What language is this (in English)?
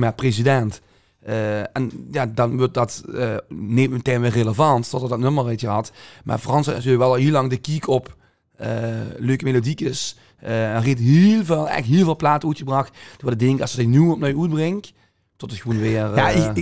Limburgish